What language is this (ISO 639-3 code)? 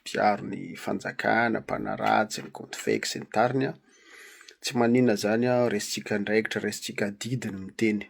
mlg